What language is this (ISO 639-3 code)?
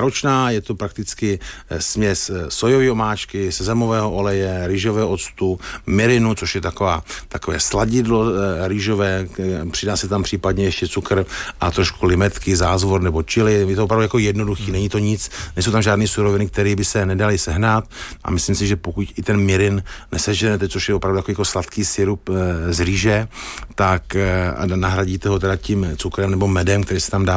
ces